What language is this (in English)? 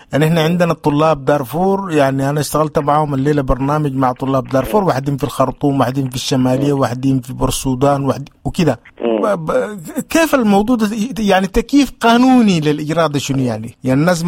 Sudanese Arabic